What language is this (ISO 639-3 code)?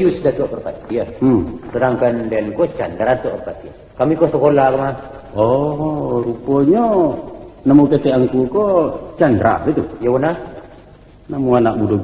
min